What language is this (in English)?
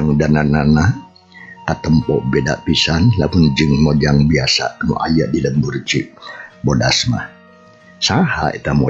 Sundanese